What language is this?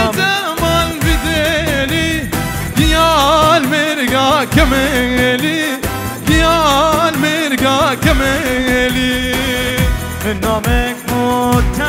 Kurdish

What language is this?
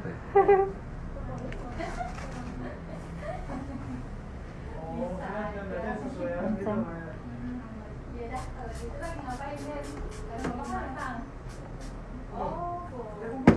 Indonesian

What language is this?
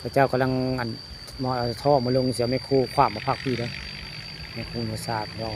Northeastern Thai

